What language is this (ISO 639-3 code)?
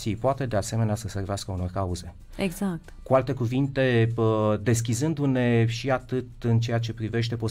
ron